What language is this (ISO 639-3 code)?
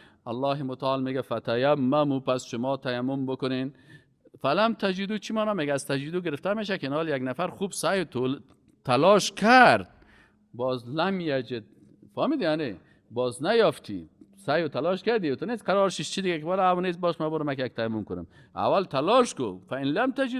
fas